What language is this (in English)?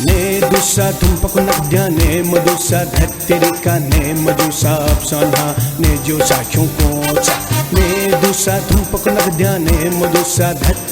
Newari